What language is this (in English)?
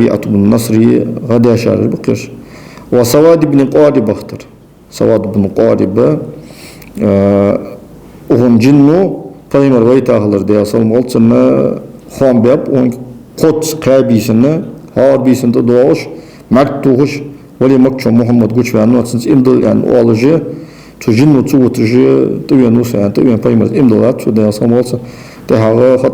Ingush